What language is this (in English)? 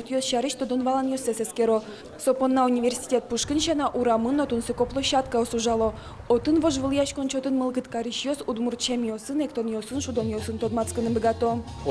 Udmurt